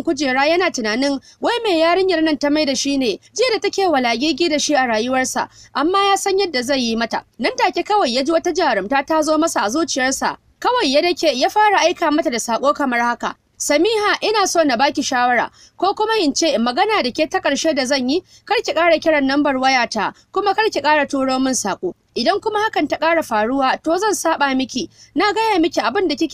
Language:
Hausa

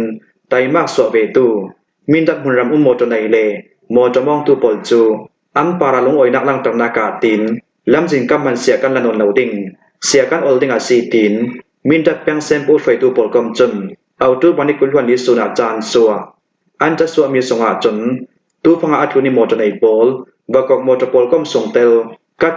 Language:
Hakha Chin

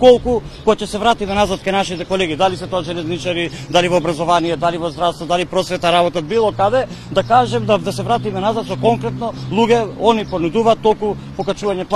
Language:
Macedonian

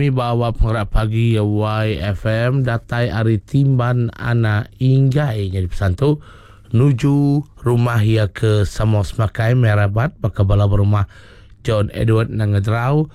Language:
Iban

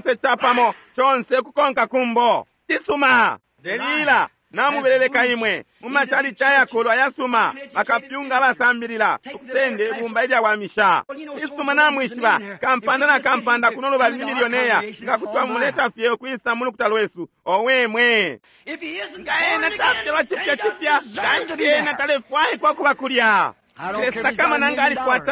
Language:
Bemba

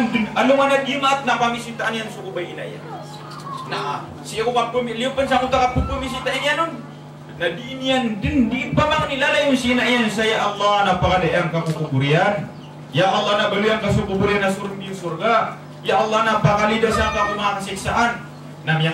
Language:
Maranao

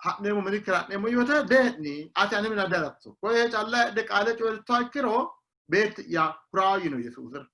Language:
Sidamo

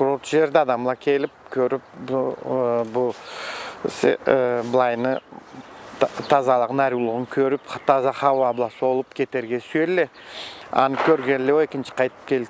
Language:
Karachay-Balkar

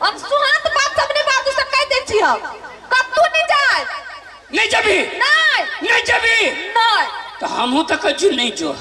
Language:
Maithili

